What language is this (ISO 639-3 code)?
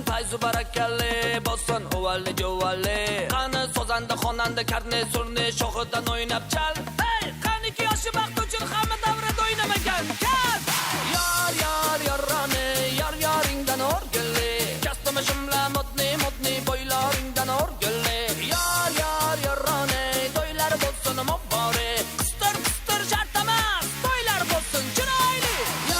kaa